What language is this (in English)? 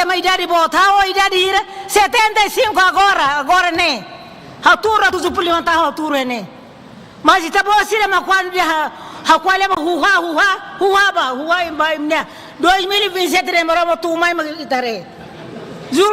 Tetum